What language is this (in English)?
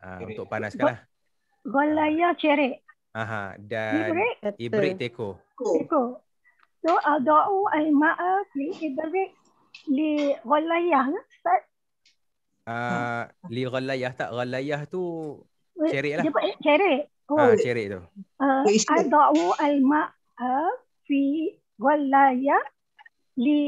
Malay